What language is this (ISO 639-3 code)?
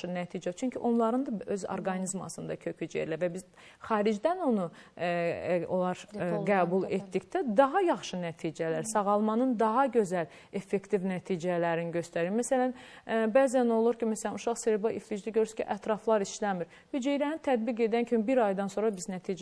aze